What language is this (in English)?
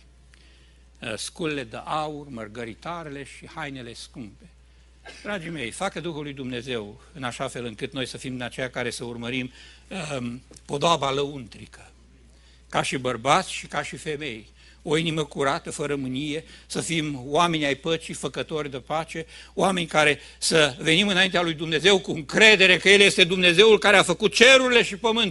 Romanian